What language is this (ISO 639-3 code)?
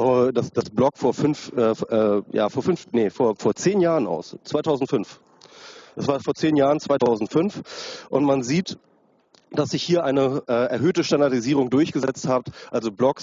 deu